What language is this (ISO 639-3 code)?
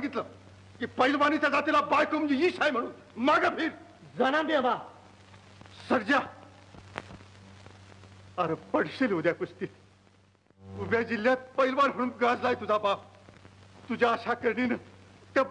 mar